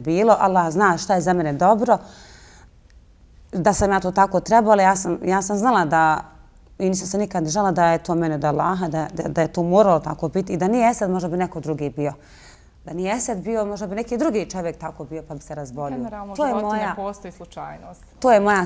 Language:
Bosnian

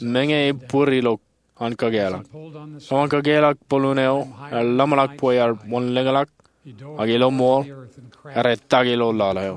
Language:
Marshallese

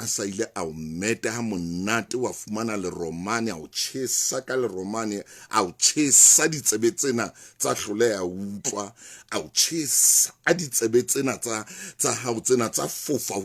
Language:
Southern Sotho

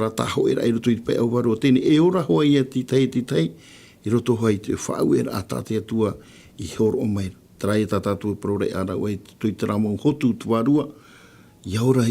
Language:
Tahitian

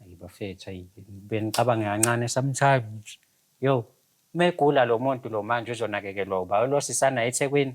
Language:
Zulu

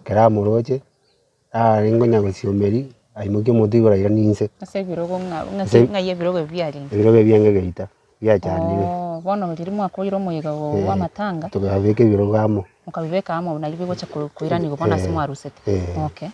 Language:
Gusii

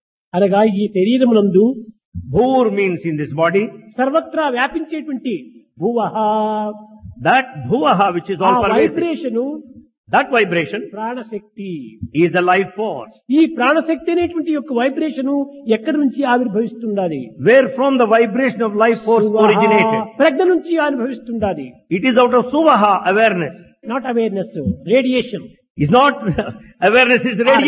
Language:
Telugu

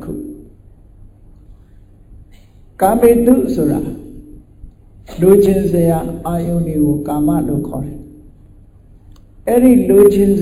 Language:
Burmese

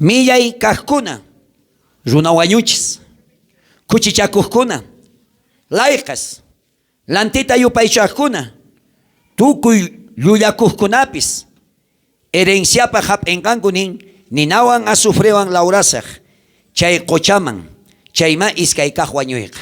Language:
South Bolivian Quechua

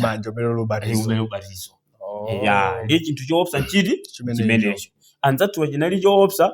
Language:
Nyanja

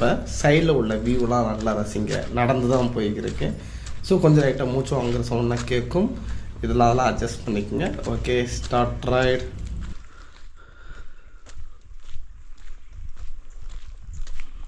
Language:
Tamil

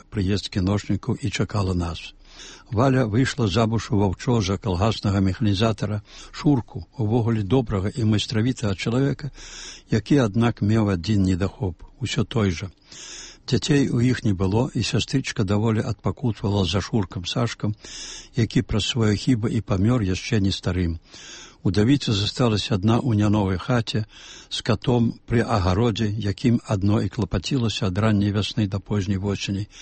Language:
Belarusian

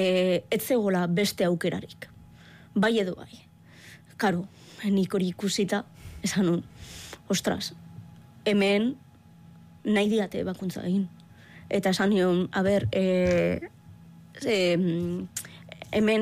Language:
Basque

